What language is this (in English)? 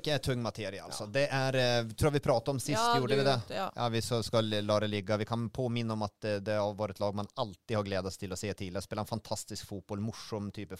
Norwegian